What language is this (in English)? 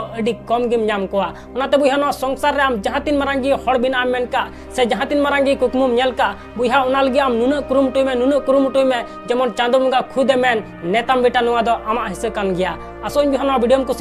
Santali